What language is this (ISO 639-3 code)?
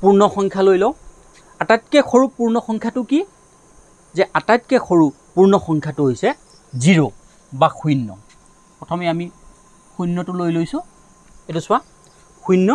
asm